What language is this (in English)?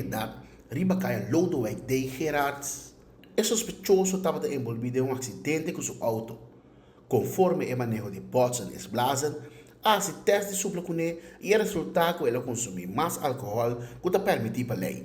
Papiamento